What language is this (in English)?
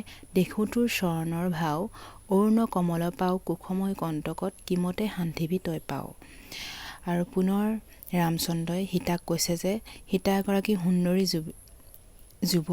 Assamese